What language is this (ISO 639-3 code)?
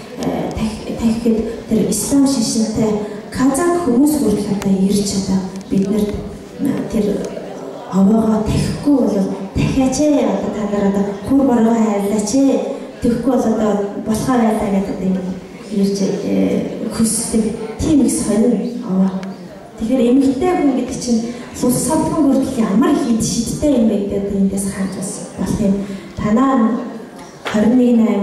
mon